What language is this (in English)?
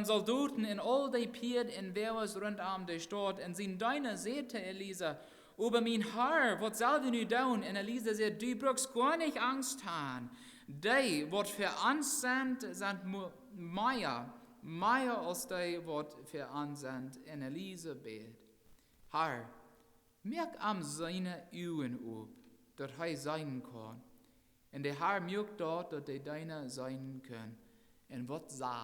Plautdietsch